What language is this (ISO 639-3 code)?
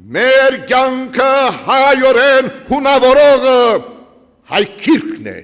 hyw